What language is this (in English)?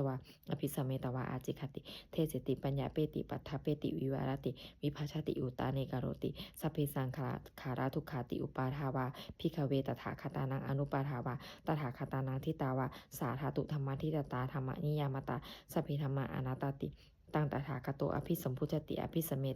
Pali